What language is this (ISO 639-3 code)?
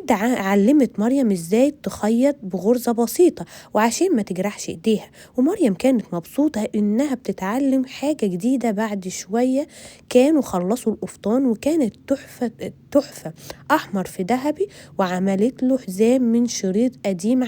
arz